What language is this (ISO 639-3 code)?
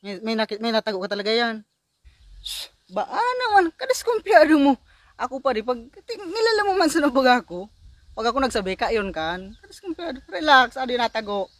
bik